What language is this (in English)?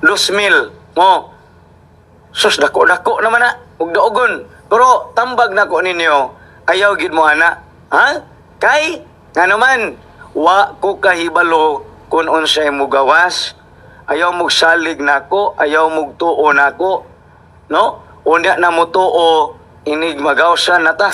Cebuano